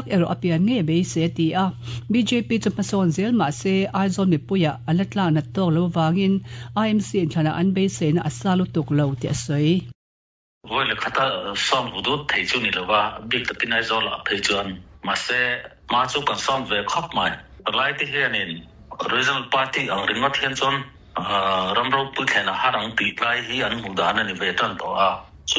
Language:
Mizo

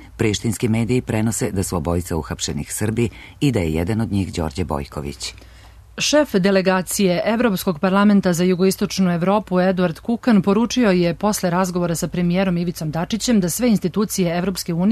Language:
Serbian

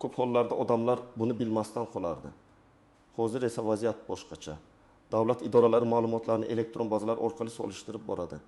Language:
Uzbek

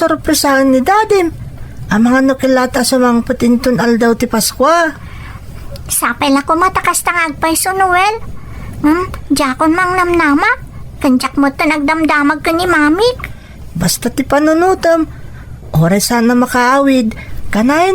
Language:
Iloko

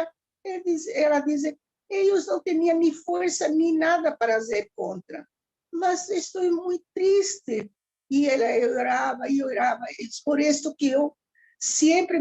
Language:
Ladino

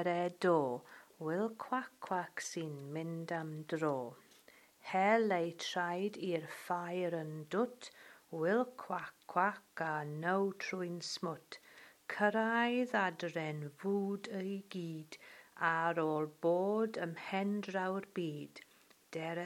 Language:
Welsh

